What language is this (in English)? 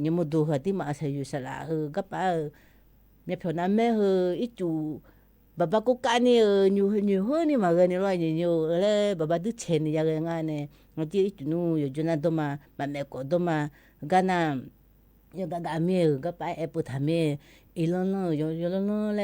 Akha